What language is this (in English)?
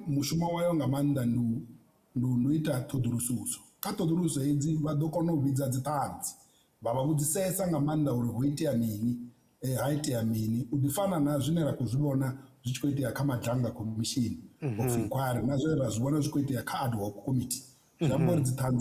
Venda